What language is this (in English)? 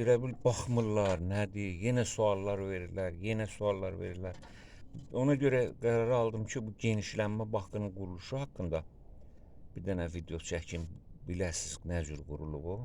Azerbaijani